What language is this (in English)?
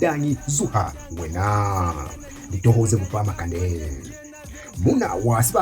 Lozi